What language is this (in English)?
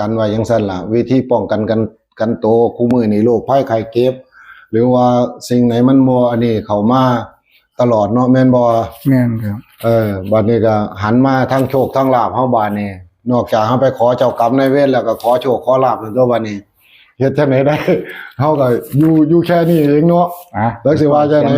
Northeastern Thai